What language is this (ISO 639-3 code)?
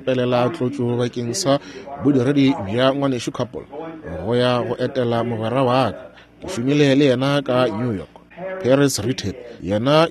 nso